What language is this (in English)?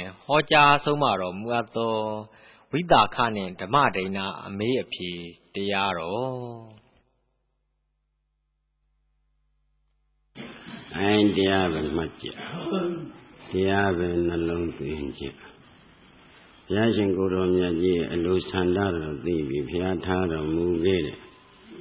Burmese